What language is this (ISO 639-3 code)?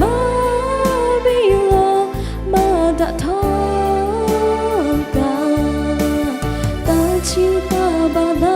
lhu